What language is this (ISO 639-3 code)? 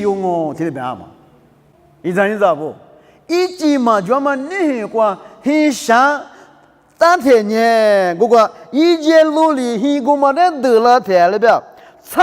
lis